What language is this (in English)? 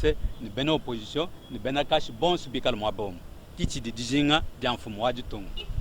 Luba-Lulua